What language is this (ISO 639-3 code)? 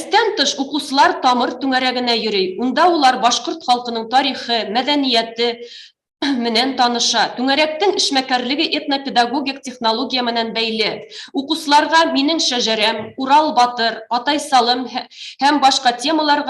bak